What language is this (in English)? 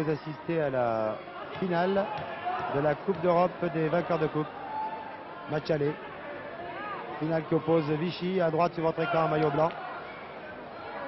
French